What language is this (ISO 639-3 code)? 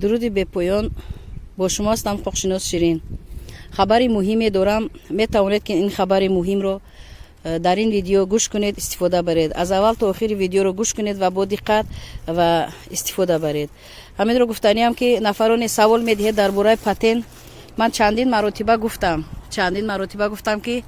tgk